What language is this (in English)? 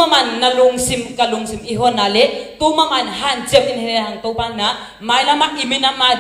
Tedim Chin